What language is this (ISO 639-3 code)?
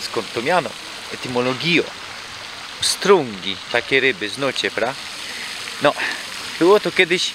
szl